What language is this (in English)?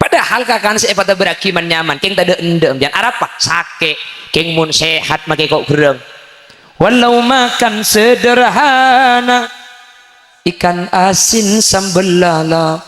Madurese